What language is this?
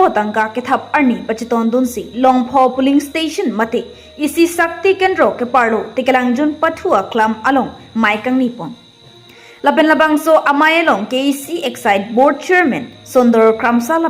Karbi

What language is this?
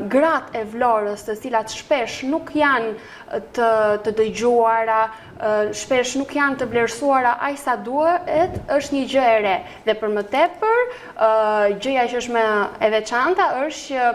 Albanian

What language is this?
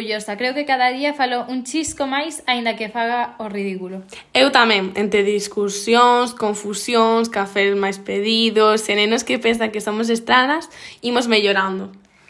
Galician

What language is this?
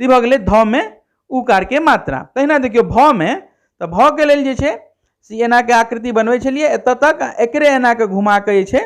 Maithili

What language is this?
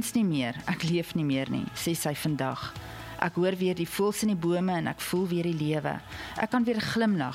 Afrikaans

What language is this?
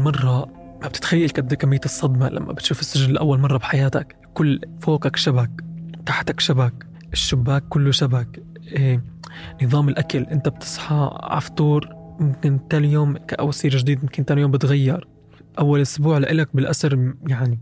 North Levantine Arabic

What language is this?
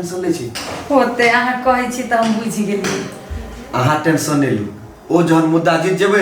Maithili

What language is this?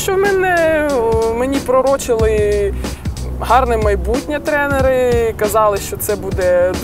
Ukrainian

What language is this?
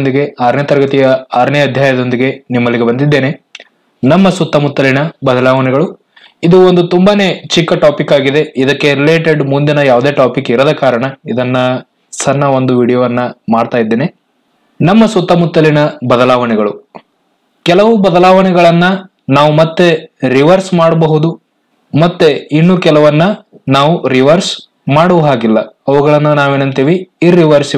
Kannada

